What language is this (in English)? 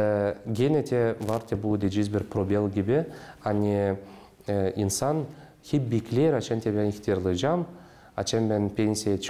Gagauz